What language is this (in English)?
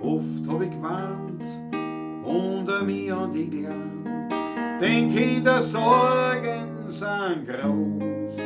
Bavarian